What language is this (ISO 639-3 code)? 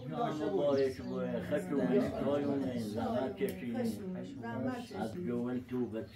fas